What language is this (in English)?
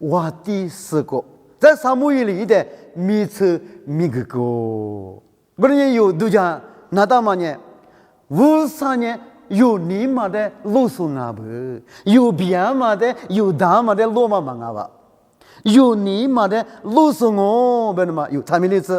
Lisu